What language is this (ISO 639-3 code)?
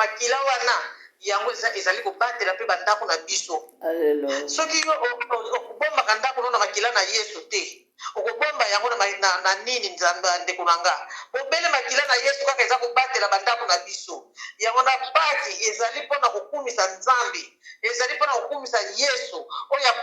lin